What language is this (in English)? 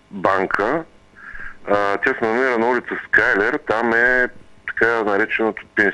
Bulgarian